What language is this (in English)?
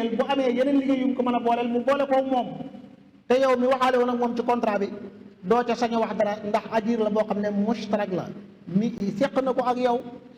Wolof